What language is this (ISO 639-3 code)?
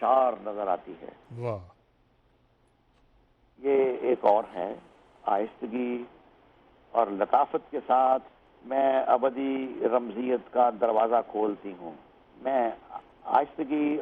urd